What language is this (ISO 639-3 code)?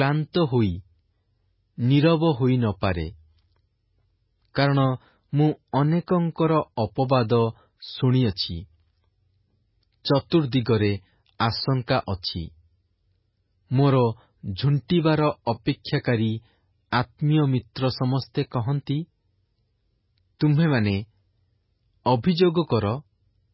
ori